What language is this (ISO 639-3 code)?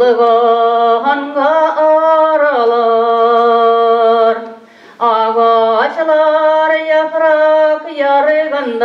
tat